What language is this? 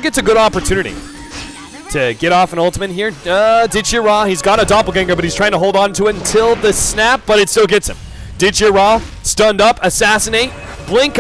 English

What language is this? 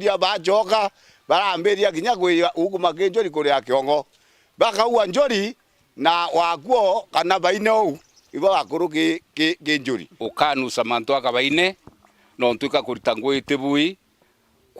Meru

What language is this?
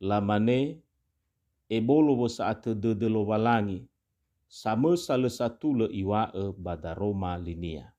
Nias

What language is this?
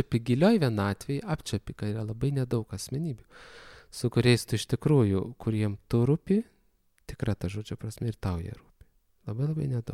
Lithuanian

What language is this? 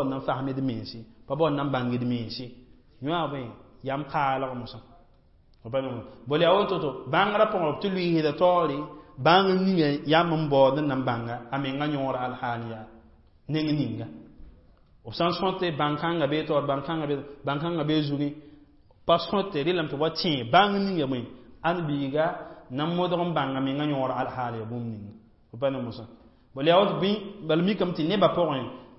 Mossi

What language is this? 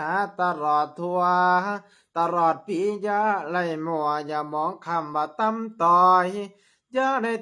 Lao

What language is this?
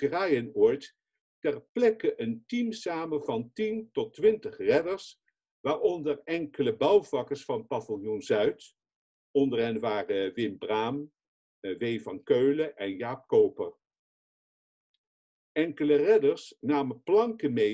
Dutch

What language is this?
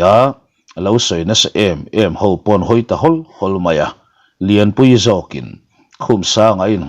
Mizo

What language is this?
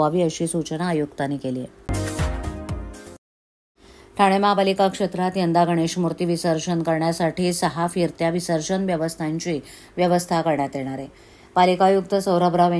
Marathi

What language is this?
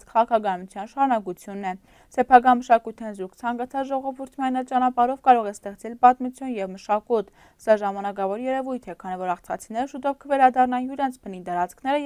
Armenian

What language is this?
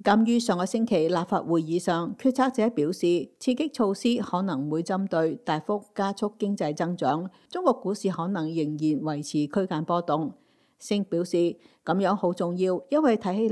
Cantonese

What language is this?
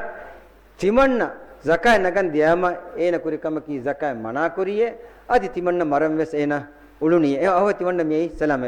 Divehi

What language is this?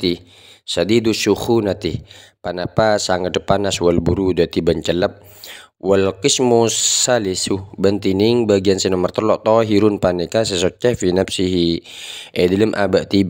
Madurese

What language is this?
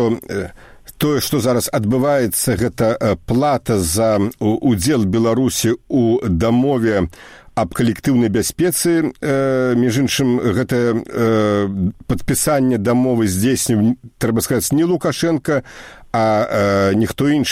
Belarusian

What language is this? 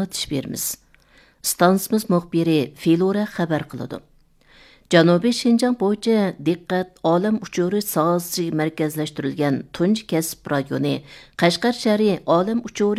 Uyghur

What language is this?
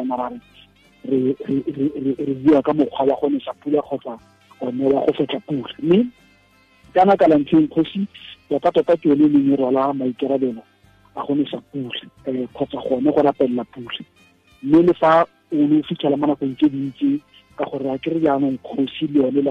Tswana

